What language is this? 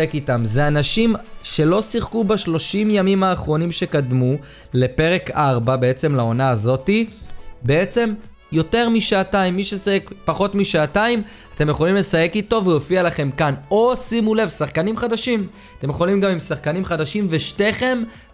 Hebrew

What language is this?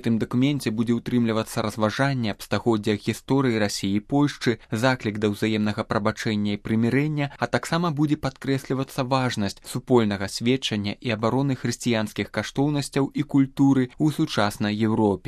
Belarusian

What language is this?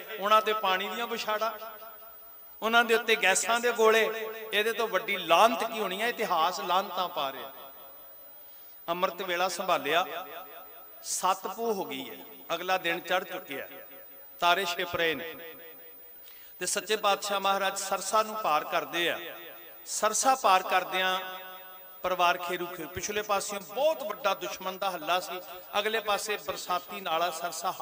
Punjabi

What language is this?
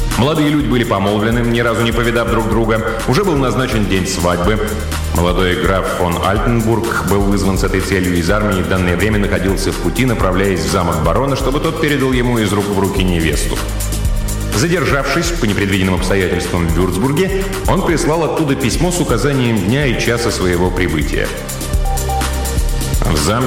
Russian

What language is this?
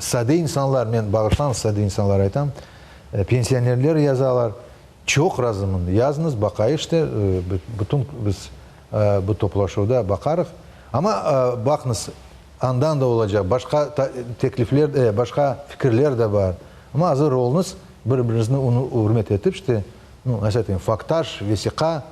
Crimean Tatar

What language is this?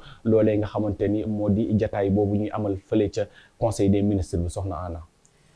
Wolof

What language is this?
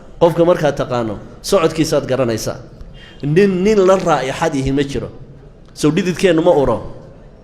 Somali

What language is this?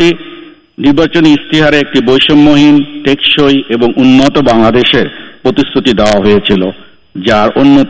Bangla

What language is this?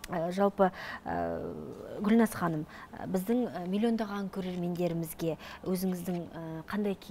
Kazakh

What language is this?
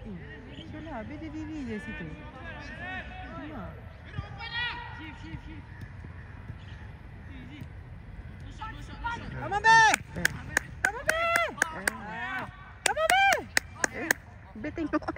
Malay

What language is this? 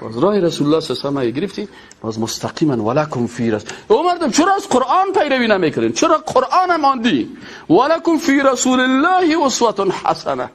Persian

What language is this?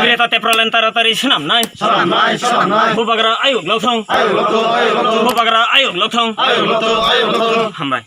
Kok Borok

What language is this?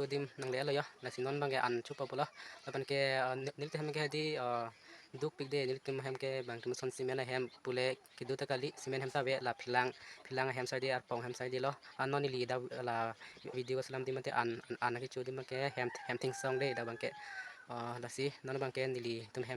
Karbi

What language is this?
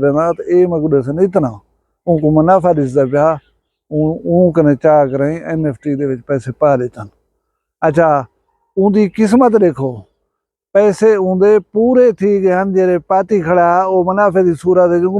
Saraiki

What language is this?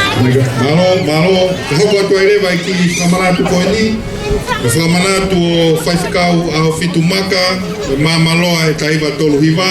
Tongan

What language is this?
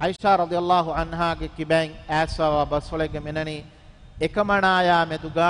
Divehi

